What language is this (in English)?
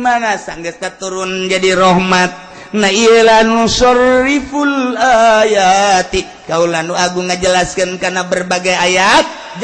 Sundanese